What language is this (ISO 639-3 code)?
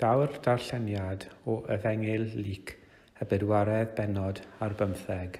cym